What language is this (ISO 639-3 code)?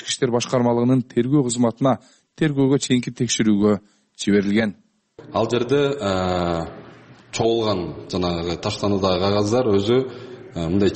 kir